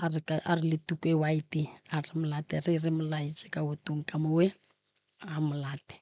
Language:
Northern Sotho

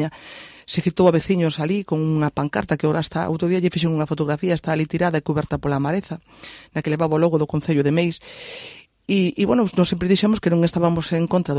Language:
Galician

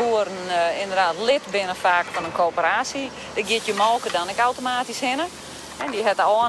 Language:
Western Frisian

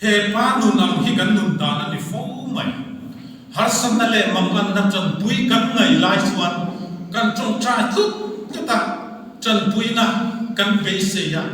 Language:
Mizo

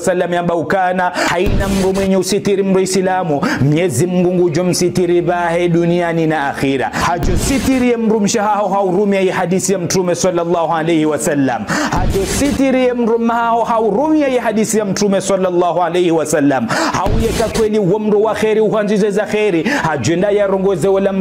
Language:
Ngazidja Comorian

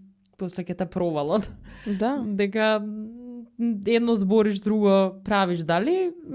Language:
Macedonian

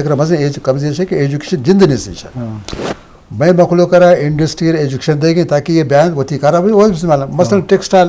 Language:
Eastern Balochi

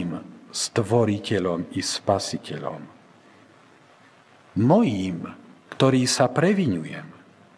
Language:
Slovak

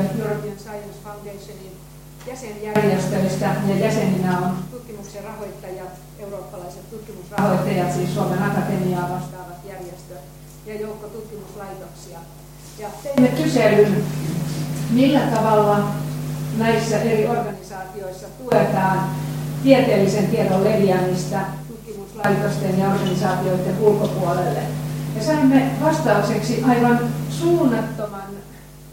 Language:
Finnish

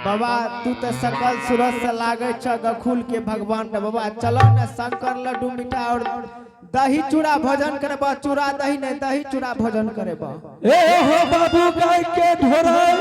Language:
Angika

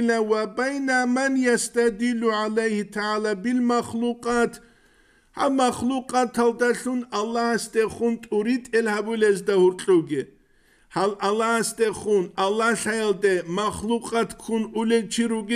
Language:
Avaric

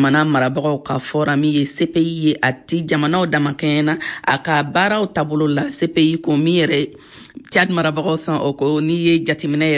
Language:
Bambara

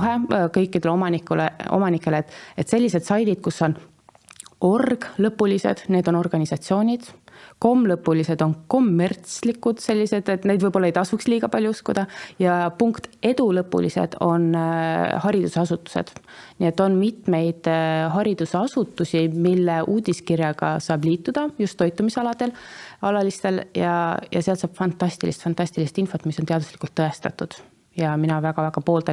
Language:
Estonian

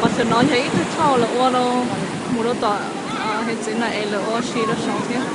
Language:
Hmong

